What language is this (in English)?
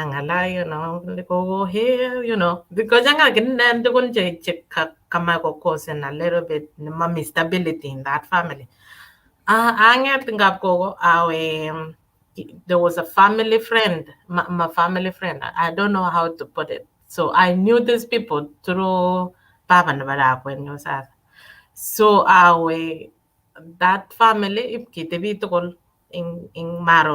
Kalenjin